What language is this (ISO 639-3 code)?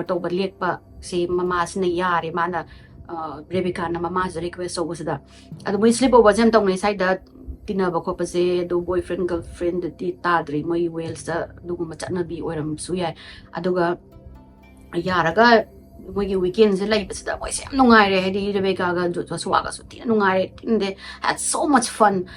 mni